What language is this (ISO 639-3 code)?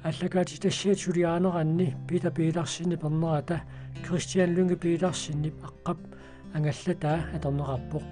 kal